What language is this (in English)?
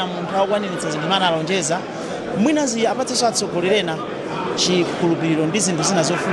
Nyanja